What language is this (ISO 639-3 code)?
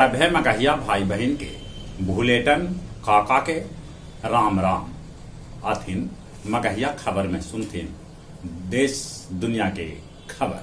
mag